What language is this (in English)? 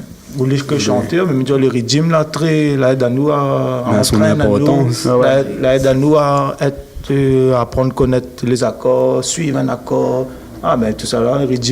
Réunion Creole French